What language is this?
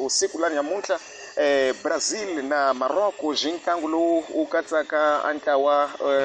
Tsonga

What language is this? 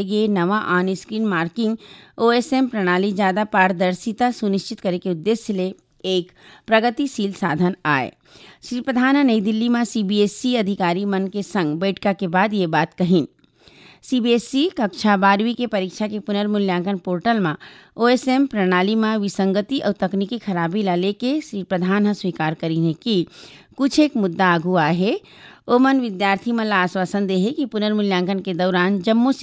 Chhattisgarhi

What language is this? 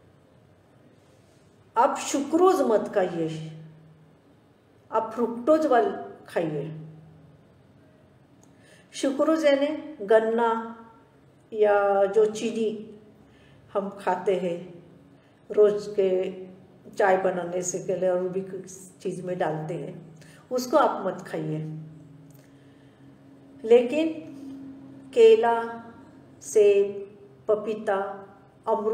Hindi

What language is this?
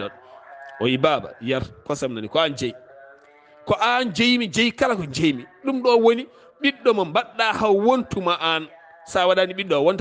Fula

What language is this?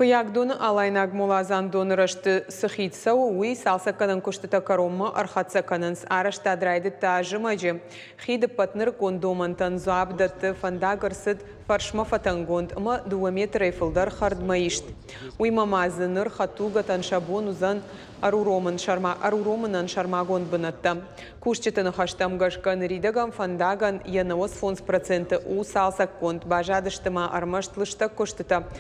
Ossetic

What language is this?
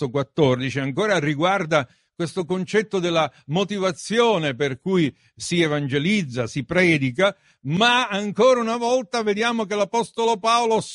Italian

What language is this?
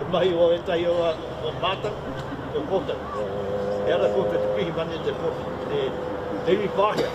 Māori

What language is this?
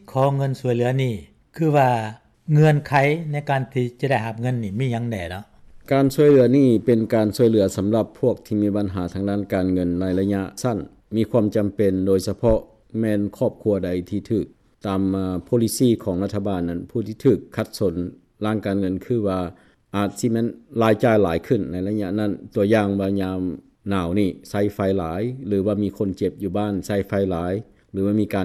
Lao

